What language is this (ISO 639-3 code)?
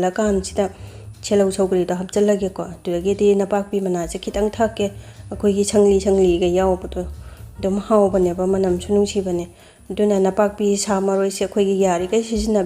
mni